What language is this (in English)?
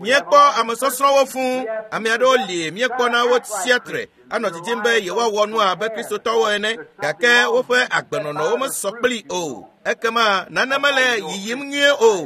Ewe